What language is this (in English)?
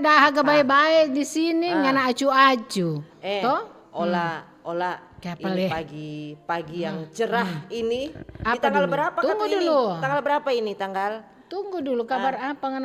Manado Malay